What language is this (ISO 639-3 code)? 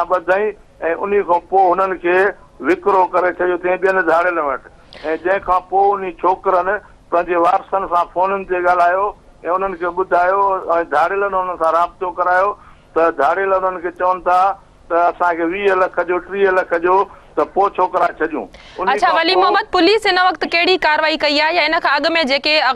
snd